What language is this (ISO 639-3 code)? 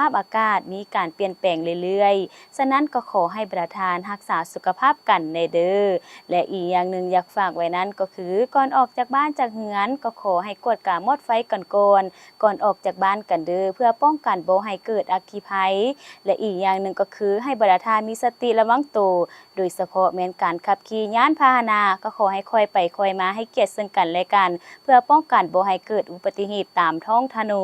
lao